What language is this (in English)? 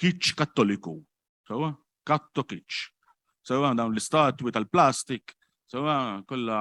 Maltese